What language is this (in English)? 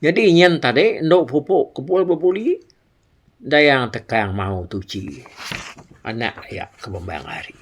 Iban